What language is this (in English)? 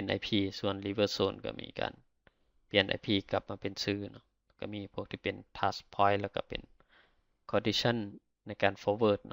Lao